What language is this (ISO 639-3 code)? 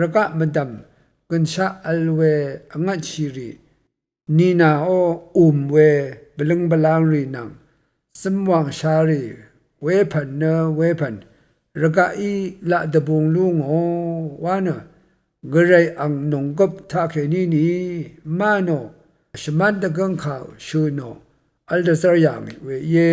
raw